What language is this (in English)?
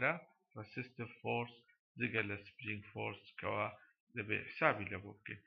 Central Kurdish